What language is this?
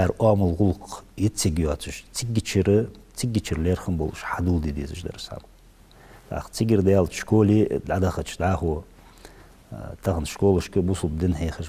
Ingush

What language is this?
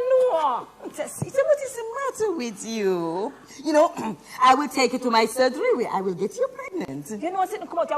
Jamaican Creole English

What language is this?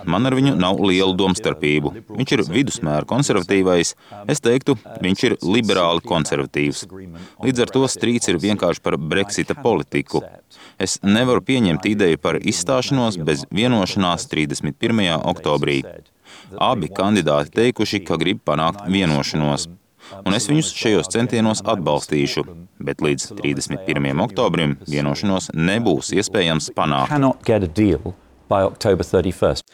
Latvian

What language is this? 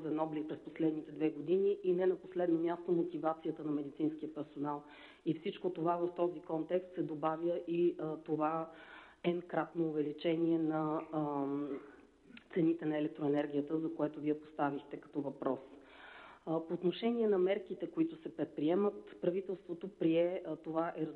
Bulgarian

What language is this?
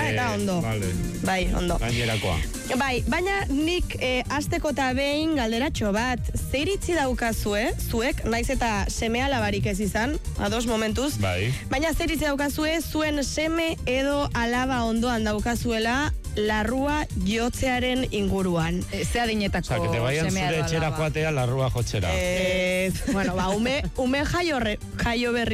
Basque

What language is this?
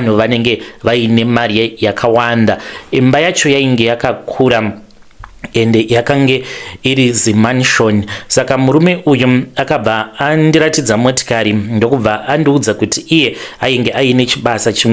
Shona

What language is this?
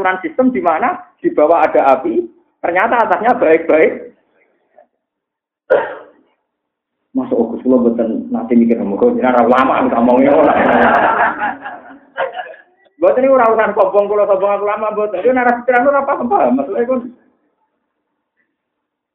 Javanese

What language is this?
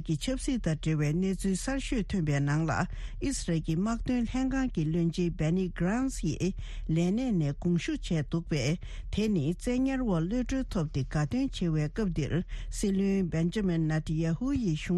Tibetan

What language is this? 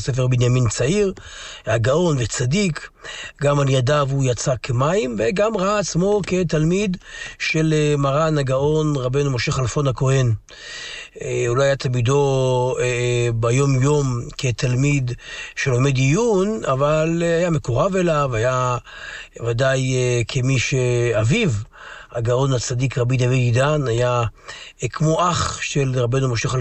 Hebrew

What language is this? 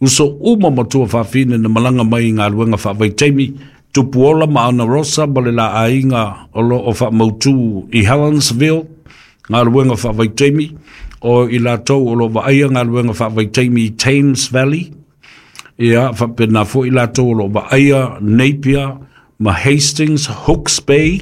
Samoan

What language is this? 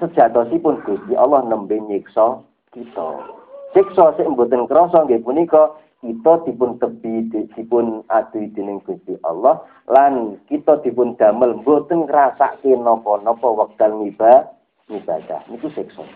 Javanese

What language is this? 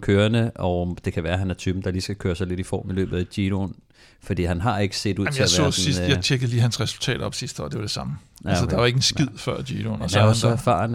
Danish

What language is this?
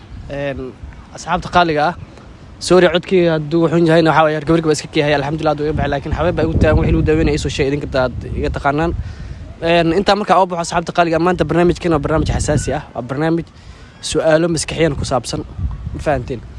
Somali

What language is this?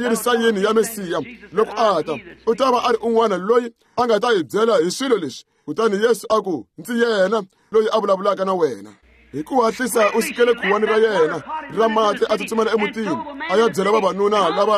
Tsonga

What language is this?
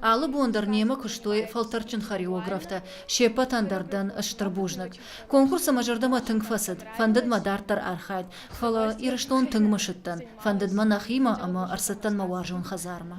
Ossetic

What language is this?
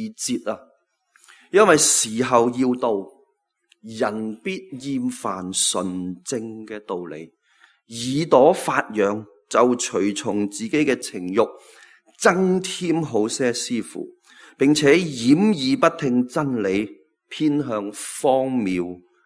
Cantonese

